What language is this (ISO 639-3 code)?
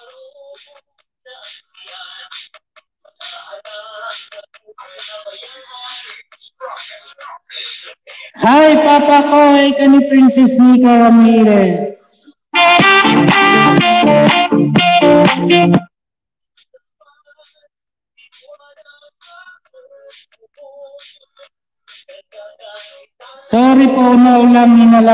fil